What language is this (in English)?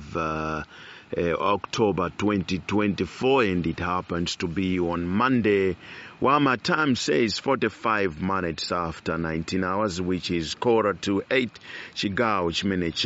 Nyanja